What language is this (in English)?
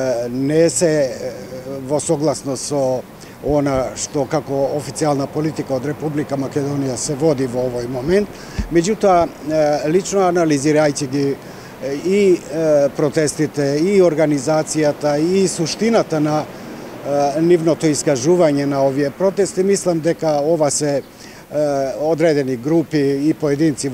Macedonian